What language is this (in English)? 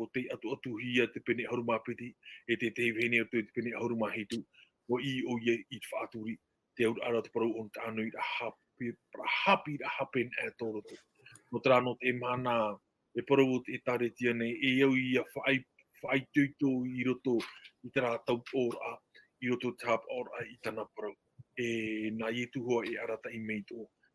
Tahitian